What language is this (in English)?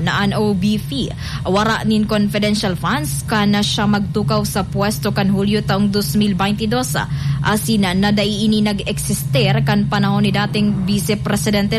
Bikol